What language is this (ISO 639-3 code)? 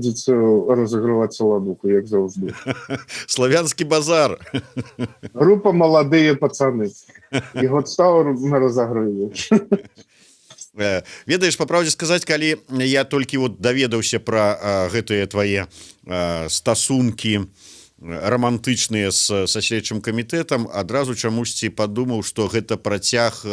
bel